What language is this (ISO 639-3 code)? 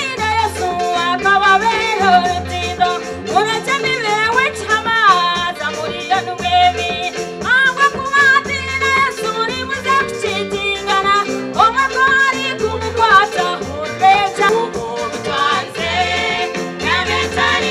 nyn